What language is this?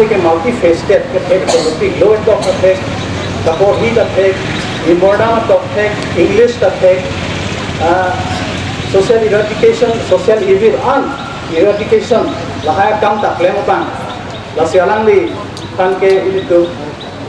Karbi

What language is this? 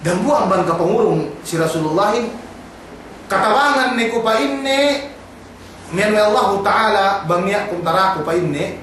Yakan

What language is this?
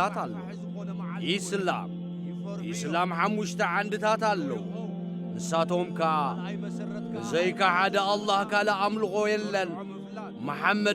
Tigrinya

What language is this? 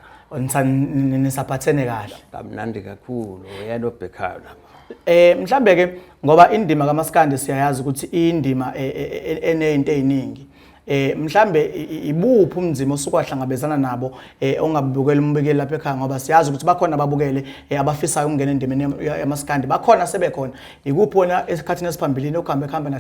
Zulu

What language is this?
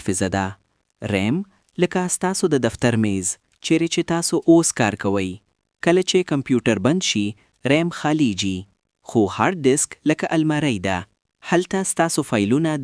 Pashto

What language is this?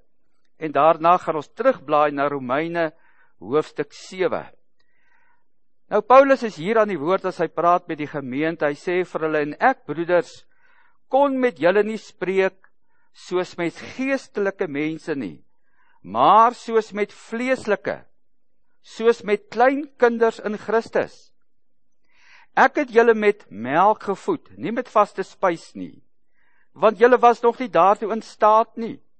Afrikaans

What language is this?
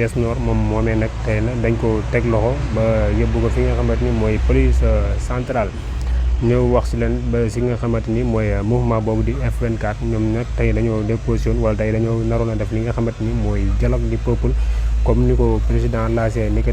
Wolof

